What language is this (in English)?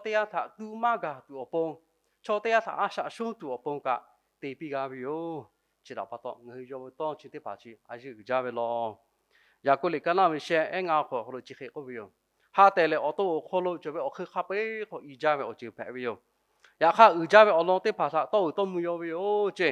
Lahu